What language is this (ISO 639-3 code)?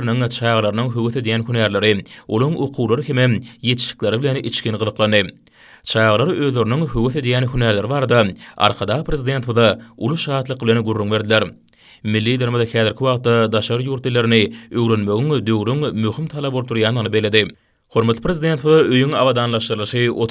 tuk